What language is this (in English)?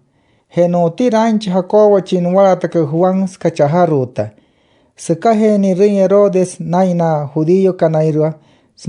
Wayuu